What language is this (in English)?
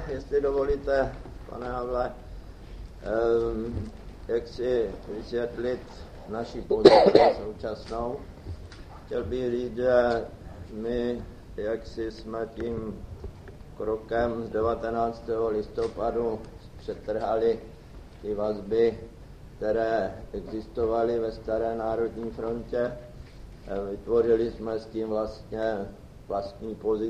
Czech